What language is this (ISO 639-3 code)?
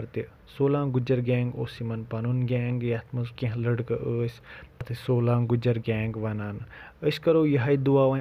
kas